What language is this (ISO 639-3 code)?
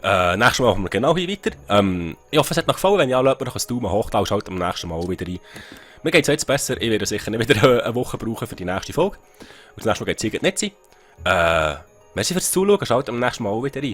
gsw